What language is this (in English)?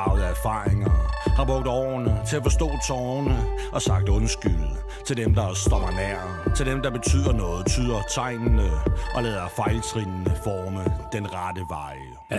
Danish